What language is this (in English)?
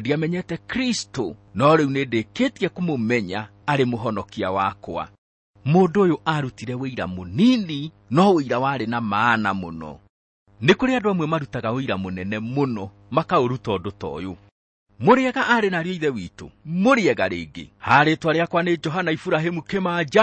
Kikuyu